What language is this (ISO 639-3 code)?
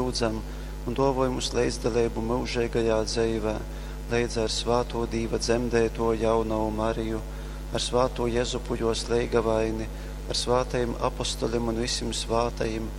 ltg